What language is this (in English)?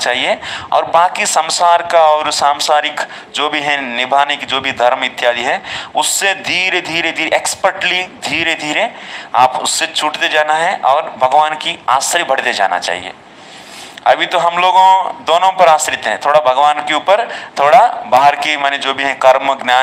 Hindi